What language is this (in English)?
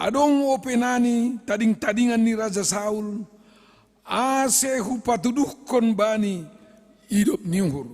Batak Simalungun